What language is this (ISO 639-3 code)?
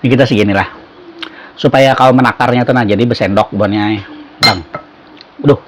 bjn